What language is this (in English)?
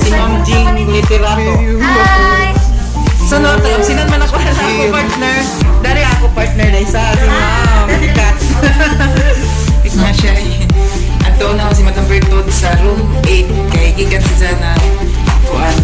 Cebuano